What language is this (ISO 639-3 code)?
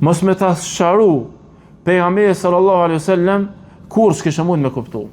sqi